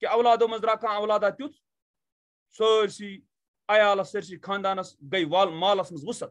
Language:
Kashmiri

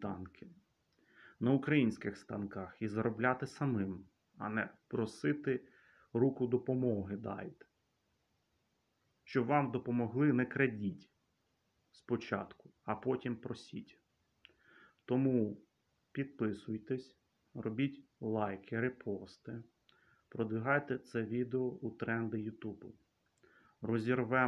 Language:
Ukrainian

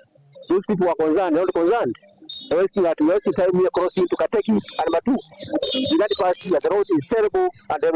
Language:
Kamba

